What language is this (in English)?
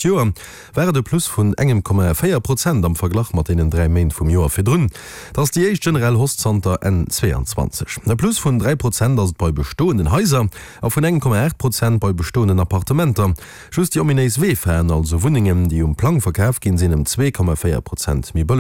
Luxembourgish